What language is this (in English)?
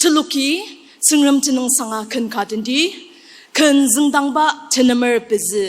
Ao Naga